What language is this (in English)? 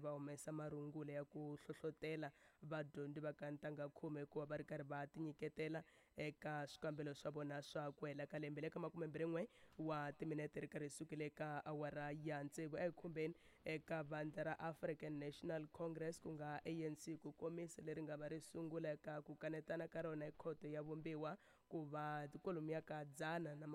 Tsonga